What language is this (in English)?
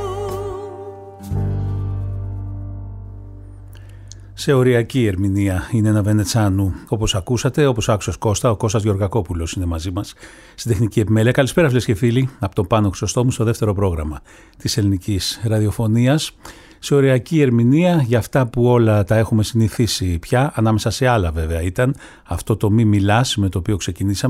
Greek